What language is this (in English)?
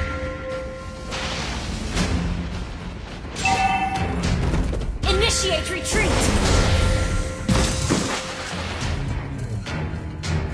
English